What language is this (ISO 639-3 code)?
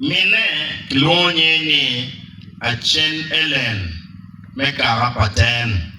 ach